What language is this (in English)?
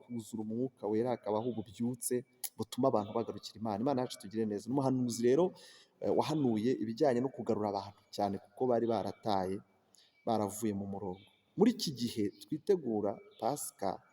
Kinyarwanda